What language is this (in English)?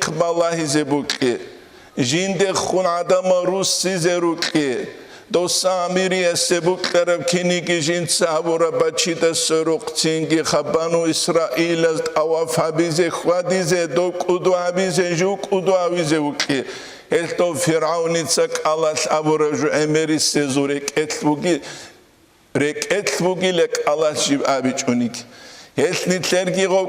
Avaric